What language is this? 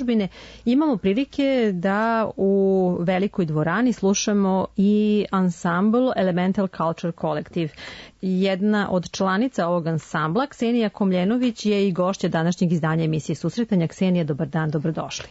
Serbian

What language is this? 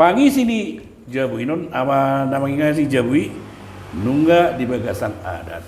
Batak Toba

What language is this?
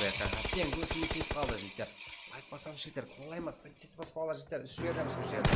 Kara-Kalpak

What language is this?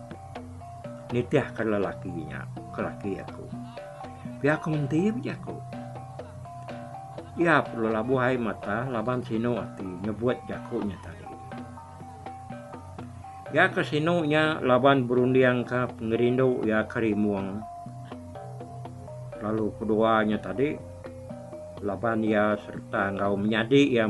Iban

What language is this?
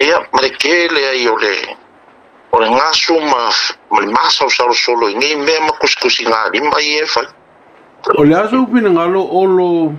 Samoan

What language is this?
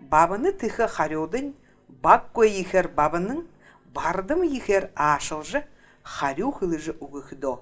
Buriat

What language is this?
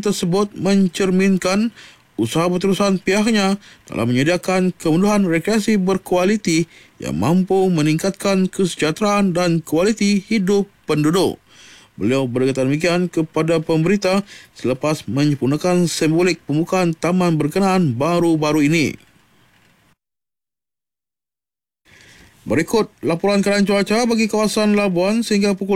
Malay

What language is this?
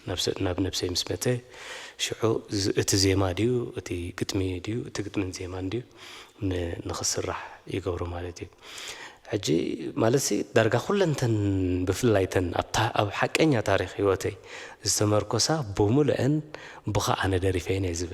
Tigrinya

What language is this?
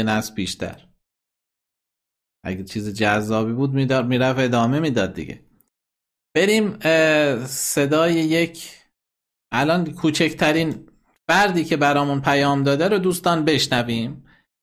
Persian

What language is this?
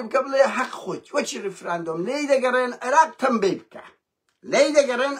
Central Kurdish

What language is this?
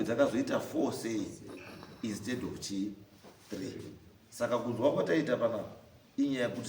Shona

